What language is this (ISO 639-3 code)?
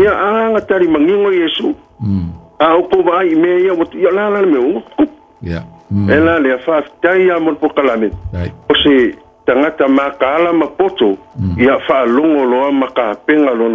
smo